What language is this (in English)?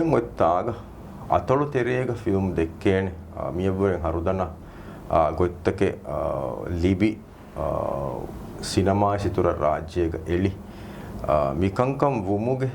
Divehi